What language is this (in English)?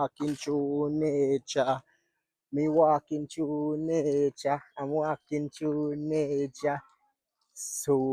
Jamaican Creole English